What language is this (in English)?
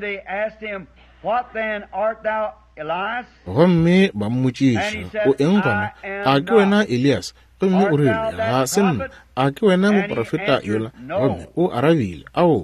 Northern Sotho